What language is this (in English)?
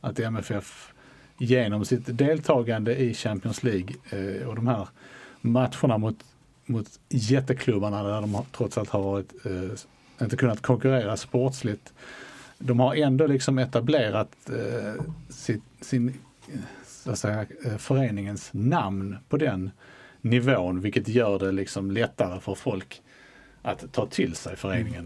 Swedish